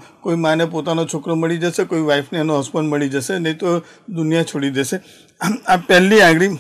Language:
Gujarati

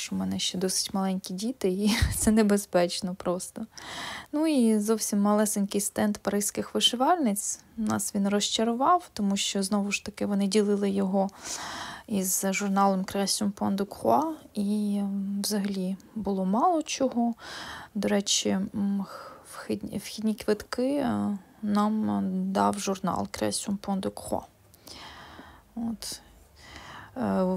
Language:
Ukrainian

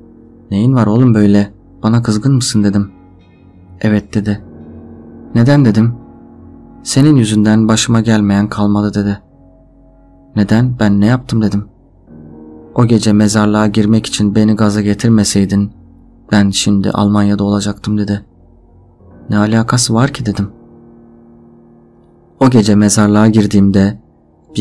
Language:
Turkish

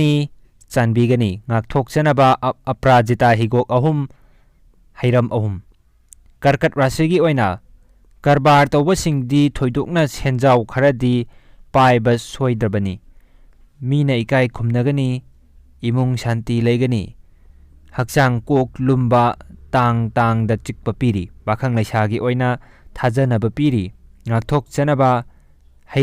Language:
Manipuri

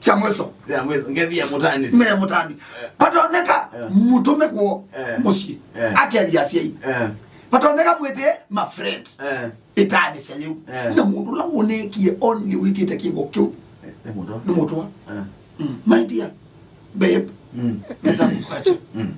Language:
Kamba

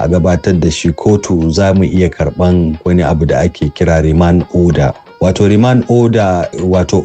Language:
Hausa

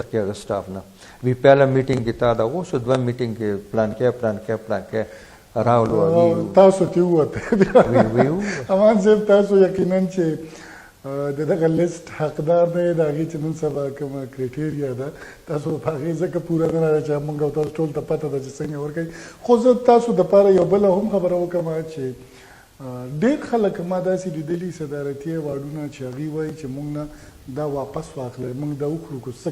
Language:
Pashto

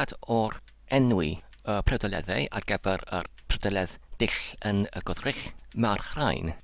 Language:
Welsh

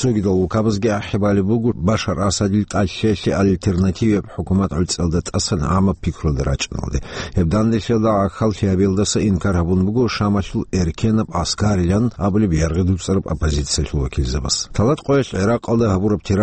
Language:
Avaric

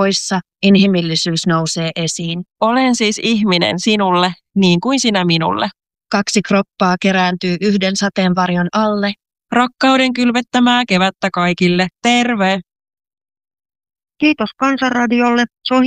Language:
Finnish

